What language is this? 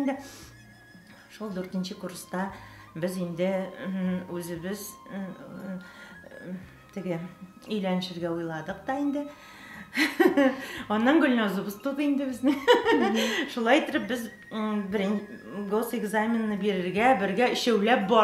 Tatar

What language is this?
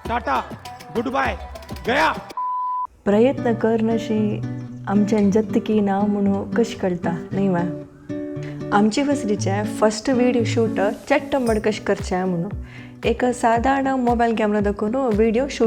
Konkani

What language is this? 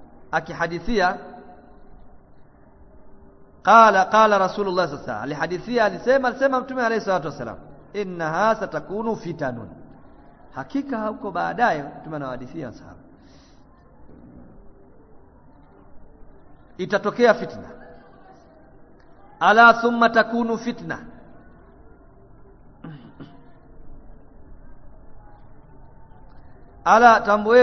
Swahili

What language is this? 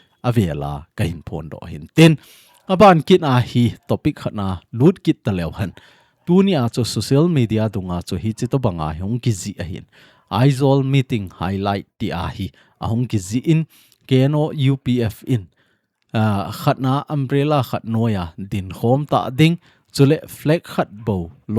Thado Chin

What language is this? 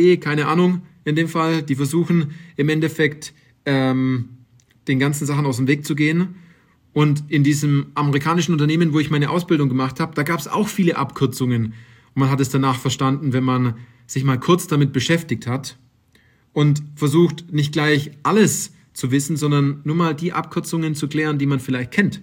German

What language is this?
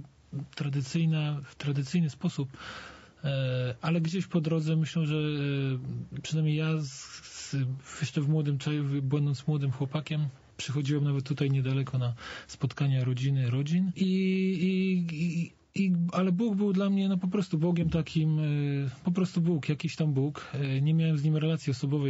Polish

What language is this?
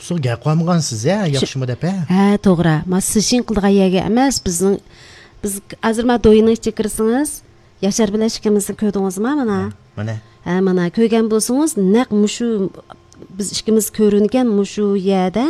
Uyghur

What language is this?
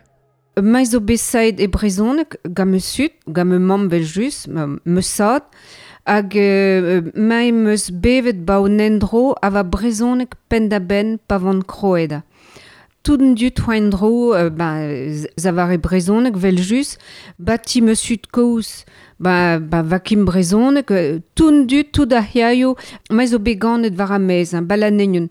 Breton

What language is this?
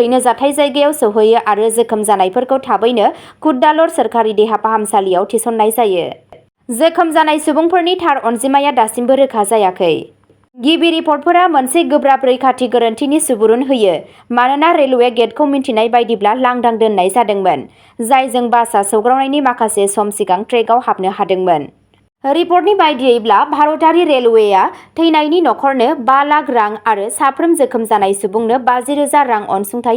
Bodo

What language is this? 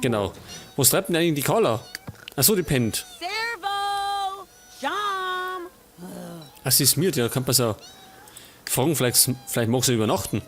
Bavarian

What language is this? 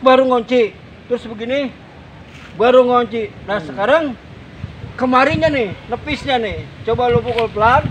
Betawi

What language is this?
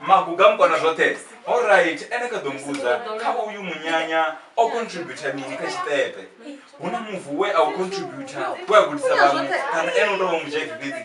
Venda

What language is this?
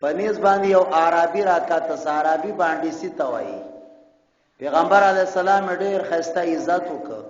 Pashto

